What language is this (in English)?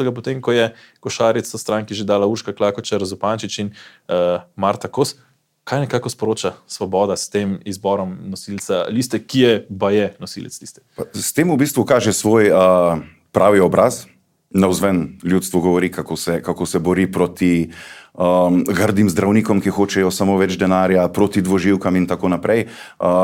Slovenian